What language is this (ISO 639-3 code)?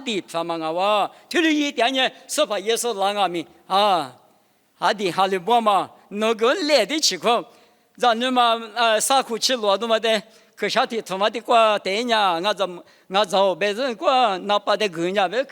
lis